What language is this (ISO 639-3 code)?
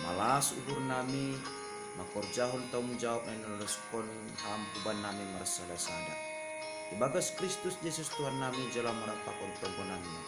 bts